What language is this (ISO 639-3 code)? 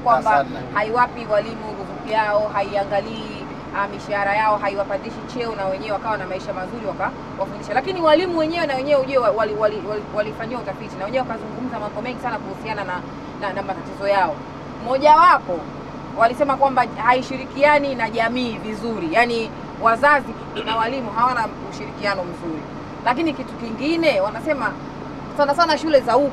swa